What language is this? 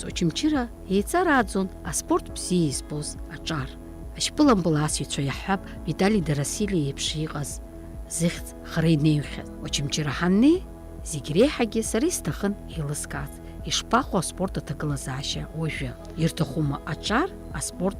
Abkhazian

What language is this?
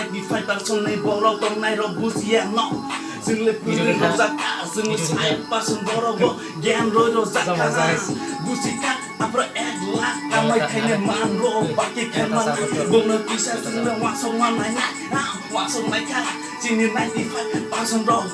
Kok Borok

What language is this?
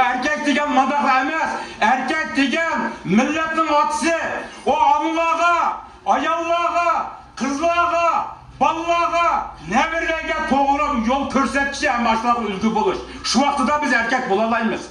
Uyghur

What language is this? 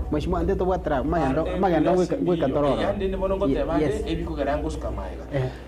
Gusii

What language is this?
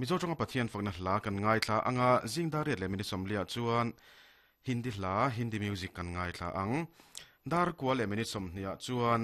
Mizo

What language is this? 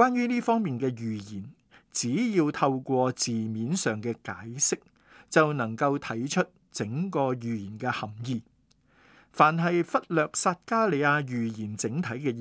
Cantonese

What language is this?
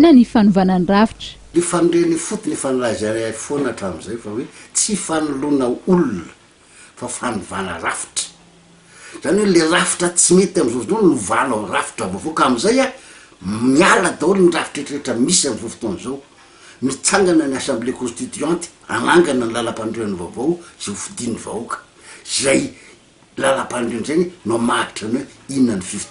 Malagasy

